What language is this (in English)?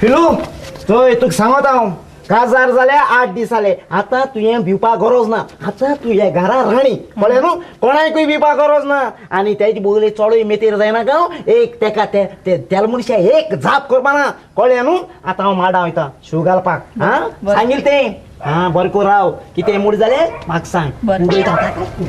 Konkani